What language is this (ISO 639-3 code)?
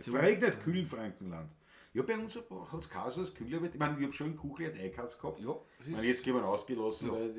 bar